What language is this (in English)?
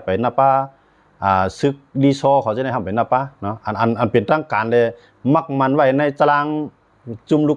Shan